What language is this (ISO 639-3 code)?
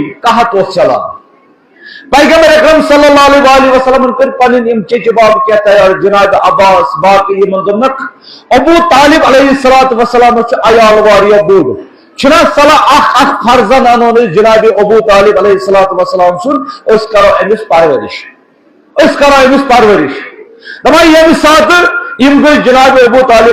kas